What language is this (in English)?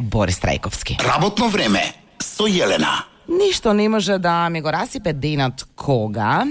Macedonian